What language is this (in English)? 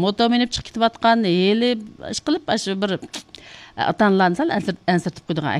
Uyghur